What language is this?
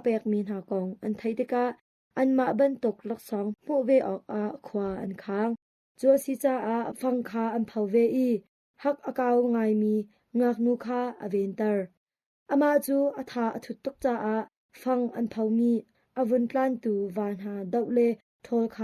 Hakha Chin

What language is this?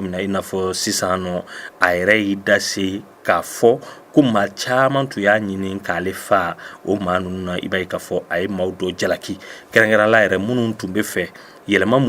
Bambara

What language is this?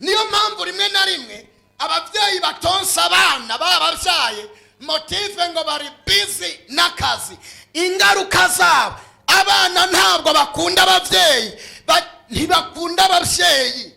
Rundi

